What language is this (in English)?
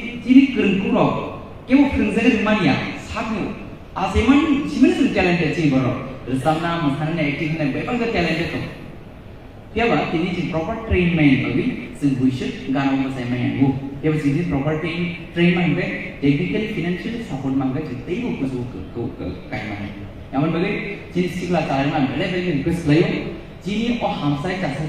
Kok Borok